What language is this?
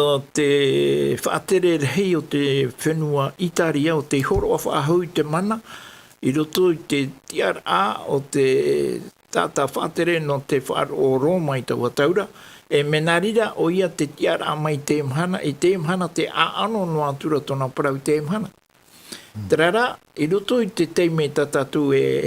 Tahitian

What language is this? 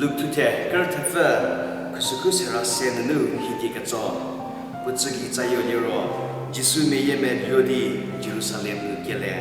Angami Naga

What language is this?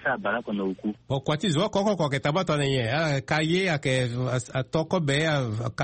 Sango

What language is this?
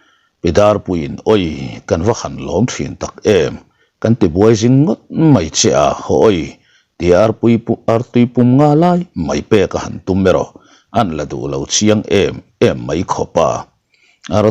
Mizo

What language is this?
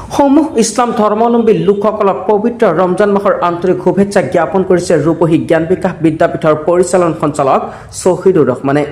Assamese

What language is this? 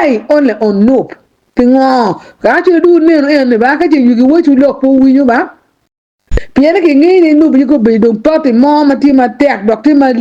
Acoli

